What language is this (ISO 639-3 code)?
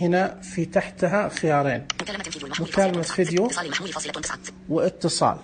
ars